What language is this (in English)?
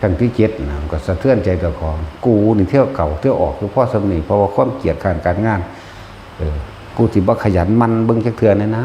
Northeastern Thai